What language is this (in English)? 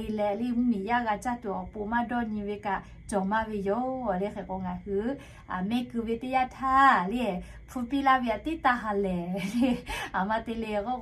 Lahu